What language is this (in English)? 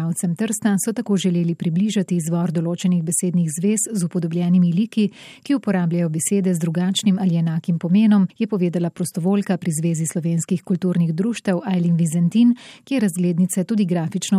Slovenian